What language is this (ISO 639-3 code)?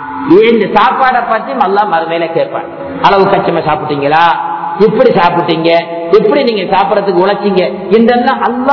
tam